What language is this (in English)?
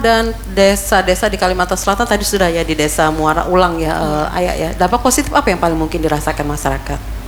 Indonesian